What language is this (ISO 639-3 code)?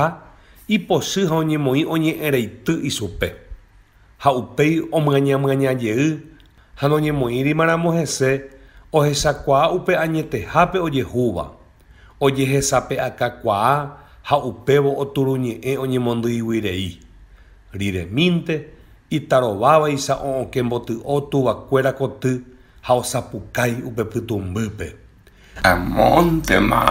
grn